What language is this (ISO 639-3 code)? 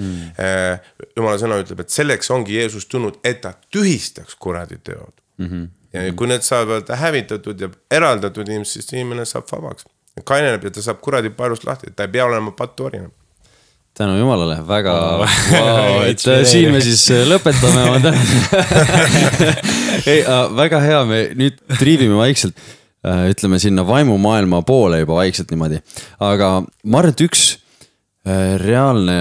est